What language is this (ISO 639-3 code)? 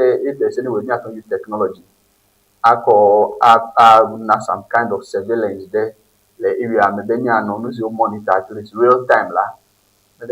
ewe